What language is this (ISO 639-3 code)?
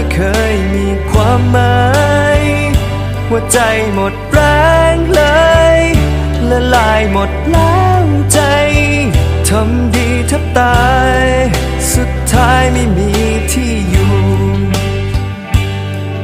tha